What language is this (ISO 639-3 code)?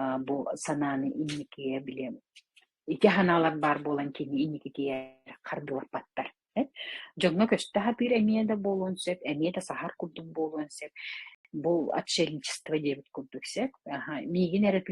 sah